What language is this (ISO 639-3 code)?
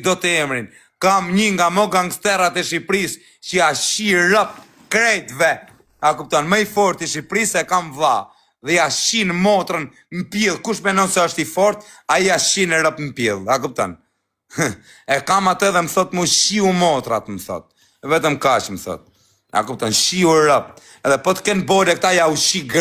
sqi